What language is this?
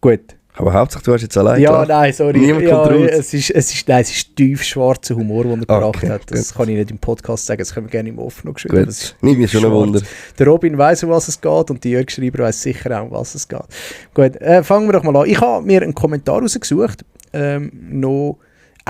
Swiss German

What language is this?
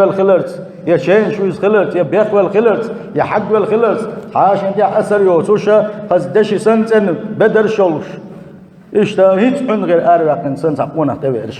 Chechen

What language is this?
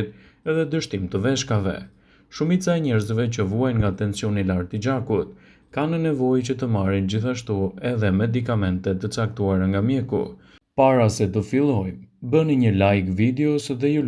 Albanian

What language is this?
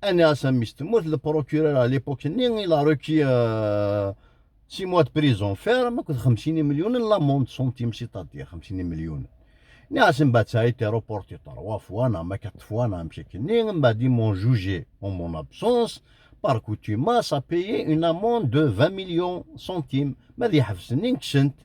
Kabyle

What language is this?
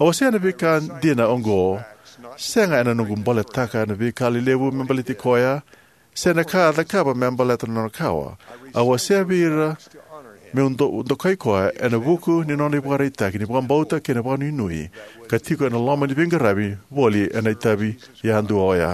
Fijian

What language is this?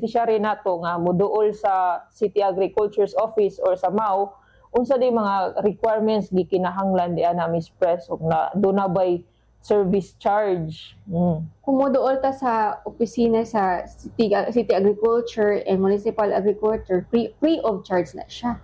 Cebuano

